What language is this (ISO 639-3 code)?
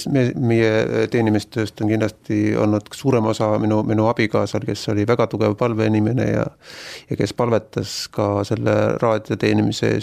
est